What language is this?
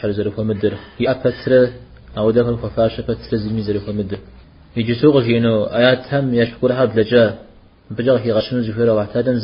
Kabardian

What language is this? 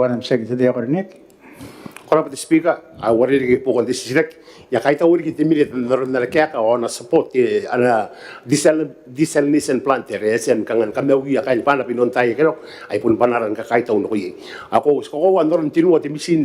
Gilbertese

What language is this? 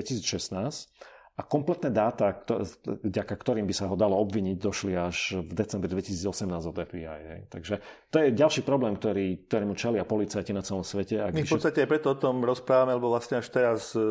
Slovak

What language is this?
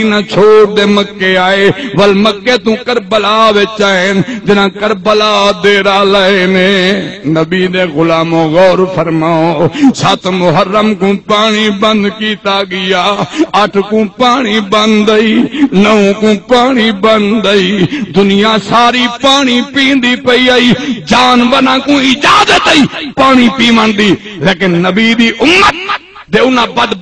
Saraiki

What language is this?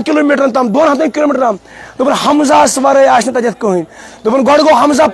Kashmiri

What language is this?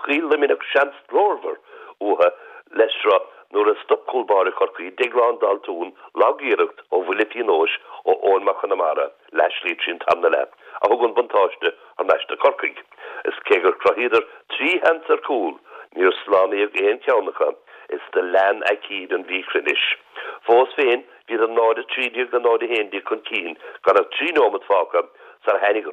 Irish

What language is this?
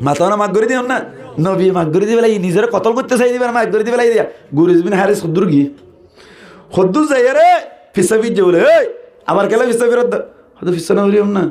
Rohingya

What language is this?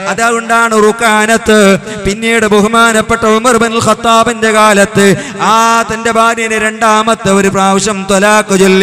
Malayalam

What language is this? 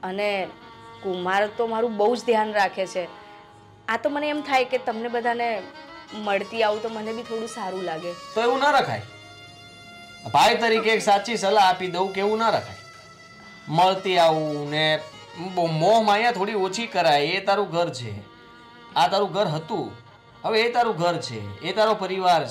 Gujarati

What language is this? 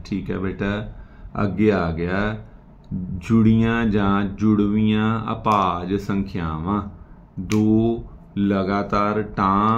Punjabi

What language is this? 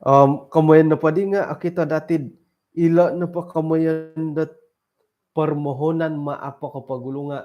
Central Dusun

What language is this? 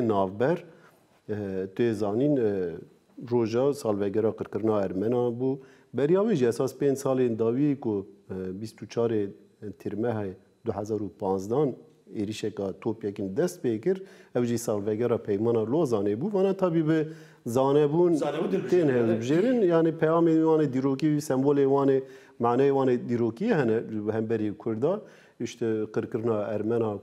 Kurdish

